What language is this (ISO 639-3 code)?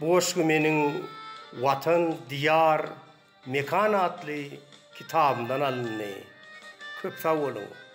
tuk